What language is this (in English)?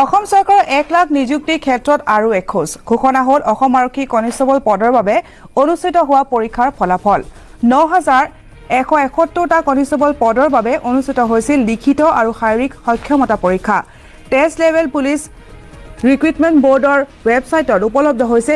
Assamese